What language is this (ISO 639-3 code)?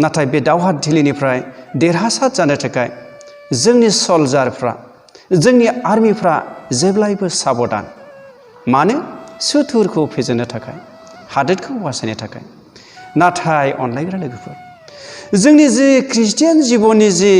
brx